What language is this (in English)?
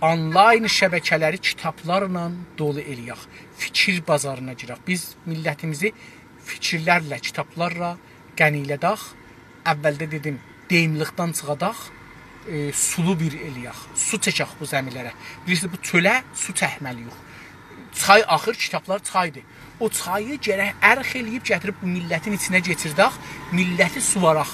South Azerbaijani